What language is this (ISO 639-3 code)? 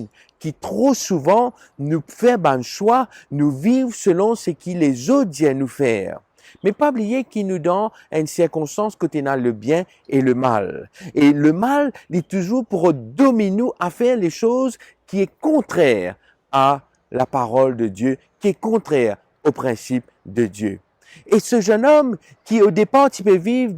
mfe